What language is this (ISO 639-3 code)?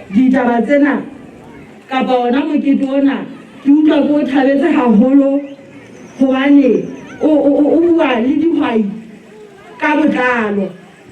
sot